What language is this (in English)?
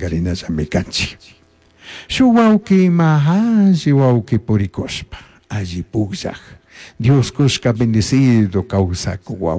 Chimborazo Highland Quichua